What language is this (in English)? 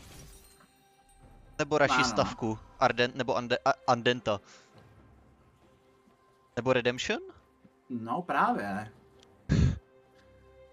Czech